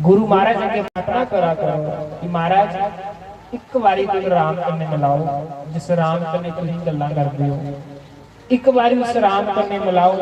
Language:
Dogri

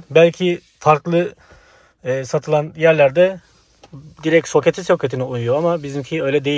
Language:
Turkish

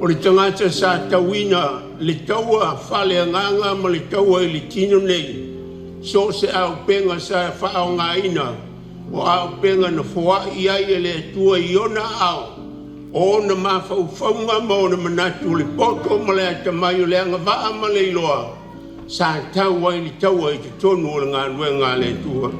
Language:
Samoan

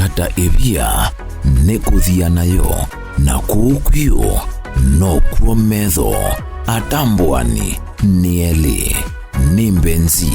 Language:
Kamba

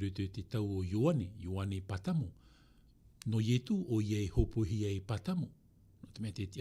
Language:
Tahitian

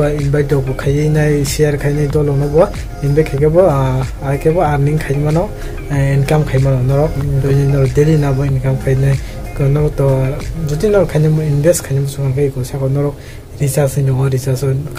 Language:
Kok Borok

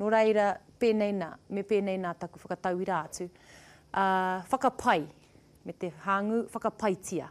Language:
Māori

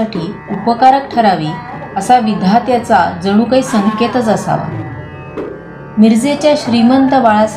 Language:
Marathi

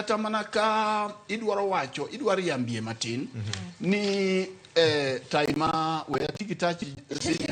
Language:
Luo (Kenya and Tanzania)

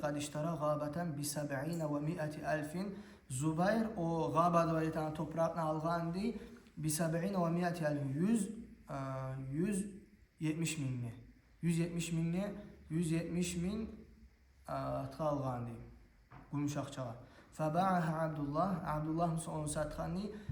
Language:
Kumyk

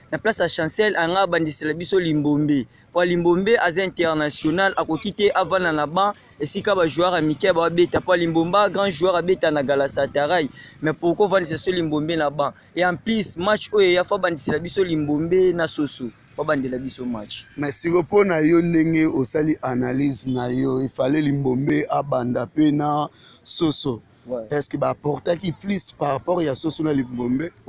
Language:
Lingala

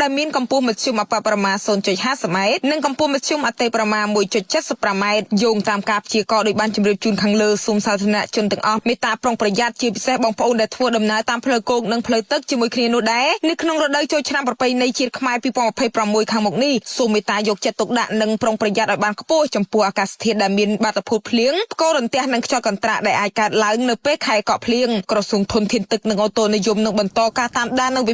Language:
Khmer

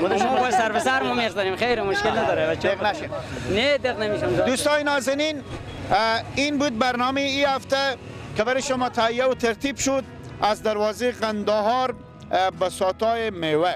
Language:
Persian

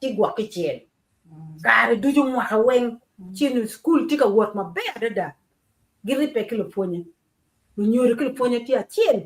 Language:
Acoli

